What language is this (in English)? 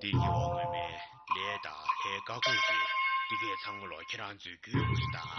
Tibetan